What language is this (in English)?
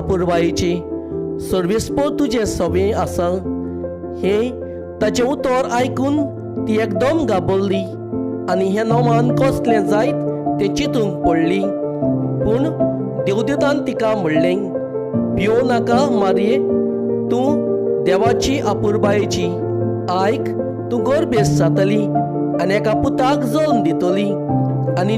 Konkani